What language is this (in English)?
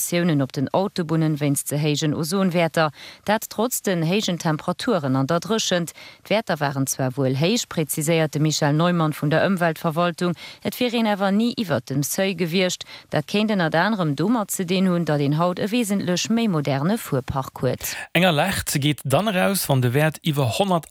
Luxembourgish